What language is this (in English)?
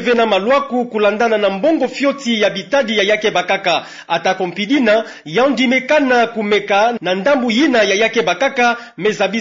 Kituba (Democratic Republic of Congo)